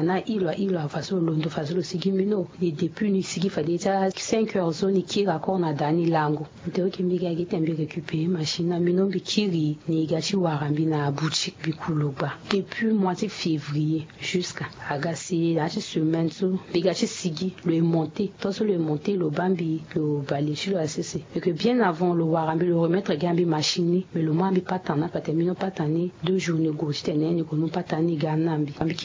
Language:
Sango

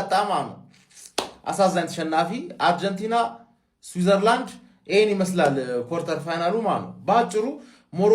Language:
Amharic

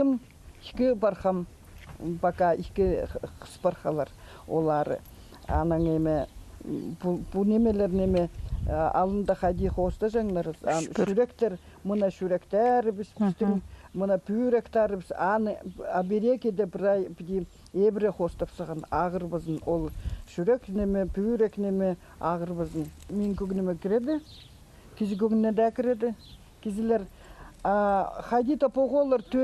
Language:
Khakas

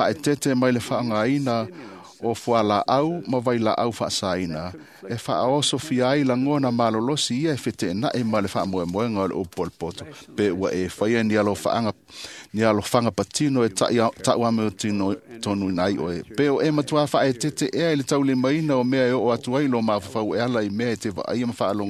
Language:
Samoan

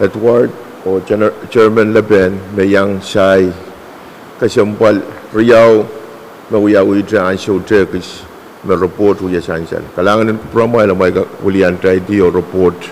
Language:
Pohnpeian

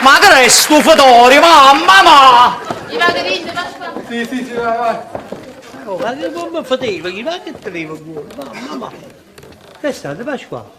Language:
Neapolitan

